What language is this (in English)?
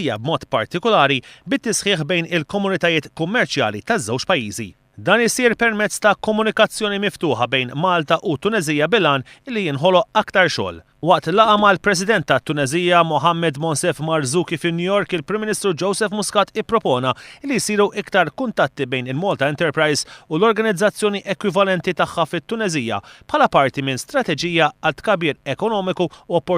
Maltese